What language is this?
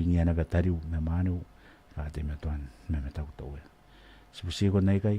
Gilbertese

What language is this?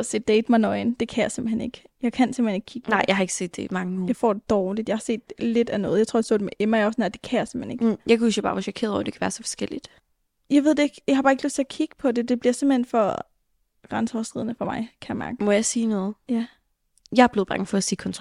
Danish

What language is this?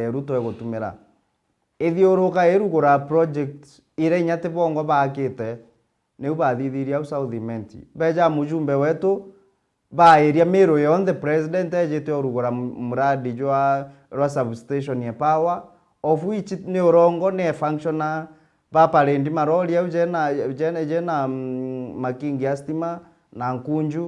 Meru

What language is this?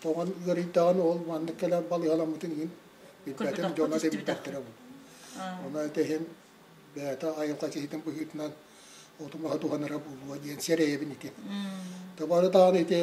Yakut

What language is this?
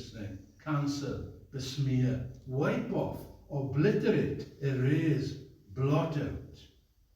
Welsh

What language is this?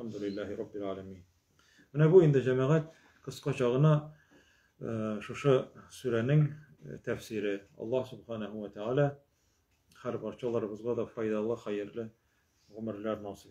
Tatar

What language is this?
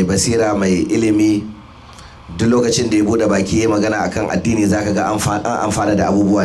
Hausa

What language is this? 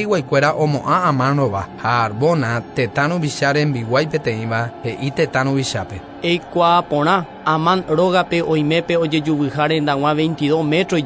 Guarani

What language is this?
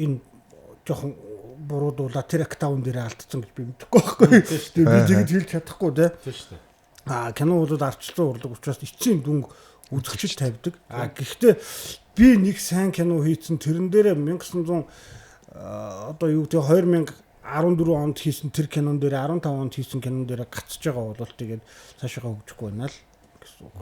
Mongolian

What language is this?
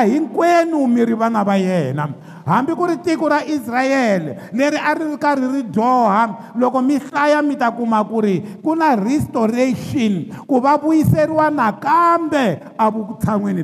Tsonga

